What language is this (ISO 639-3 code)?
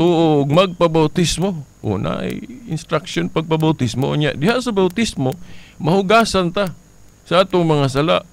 ceb